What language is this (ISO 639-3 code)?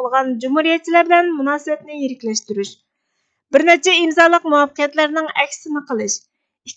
uig